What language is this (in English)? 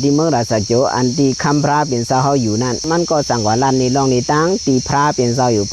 Shan